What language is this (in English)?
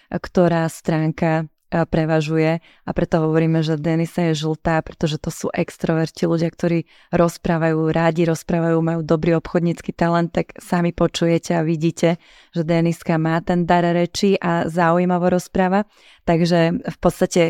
Slovak